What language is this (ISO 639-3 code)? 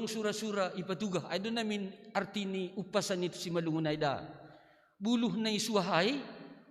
bts